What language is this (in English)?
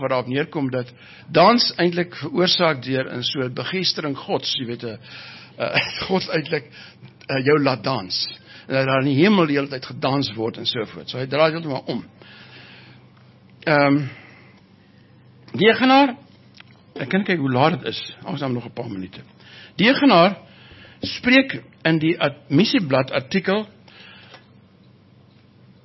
Afrikaans